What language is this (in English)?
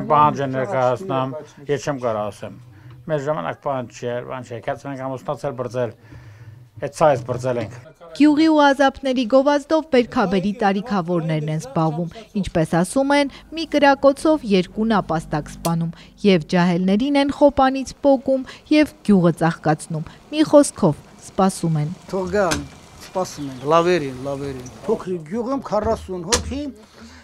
Armenian